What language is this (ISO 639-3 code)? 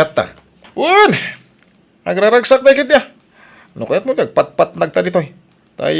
ilo